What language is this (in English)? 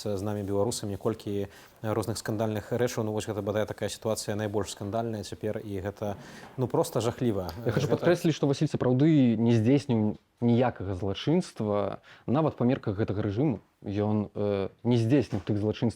Belarusian